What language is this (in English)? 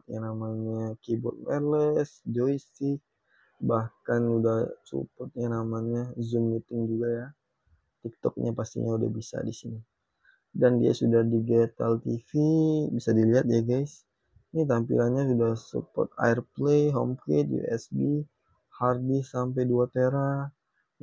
Indonesian